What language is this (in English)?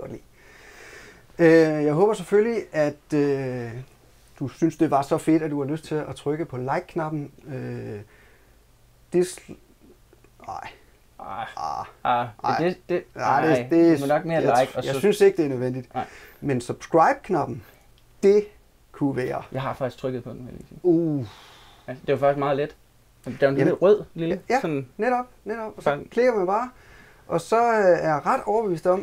Danish